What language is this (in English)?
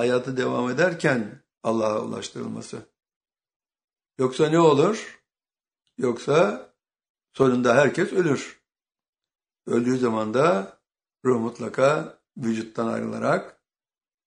Turkish